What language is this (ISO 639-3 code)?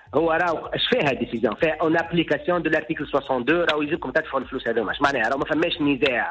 aeb